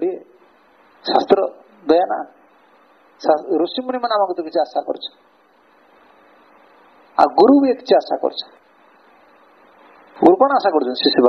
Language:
Odia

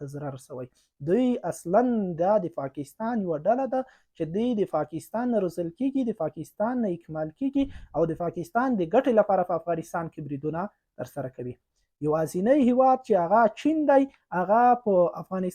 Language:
Pashto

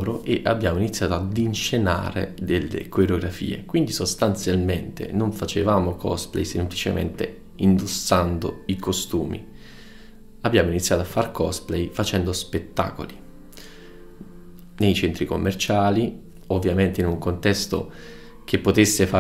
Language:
Italian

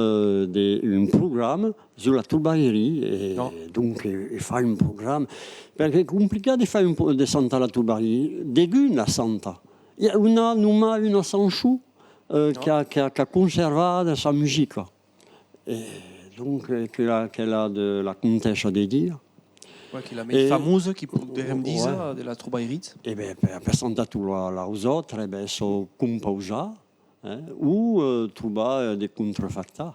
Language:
Occitan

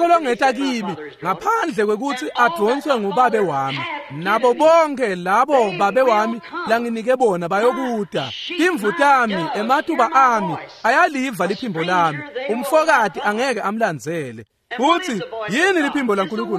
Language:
Swati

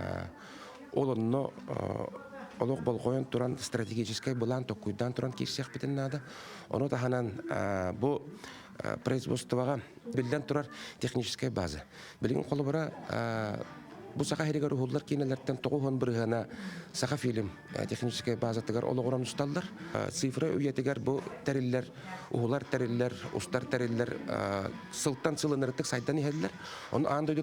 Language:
Yakut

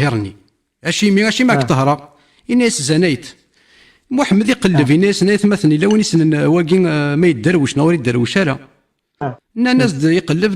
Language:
Kabyle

